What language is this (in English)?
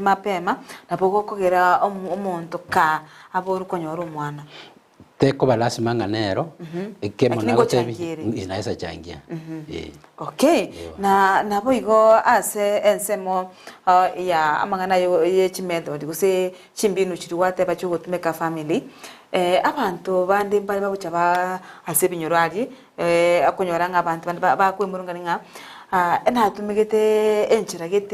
Gusii